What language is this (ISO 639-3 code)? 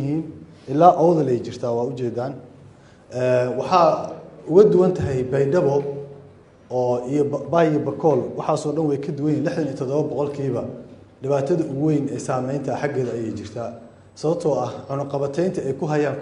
som